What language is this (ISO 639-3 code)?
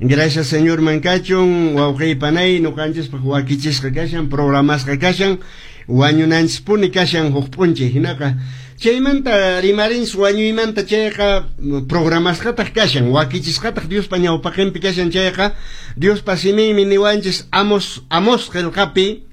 que